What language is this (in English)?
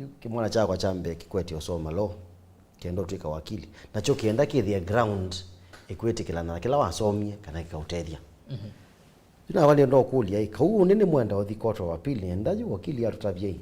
Kamba